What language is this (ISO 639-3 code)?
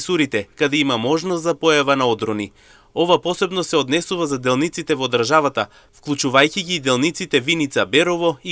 mkd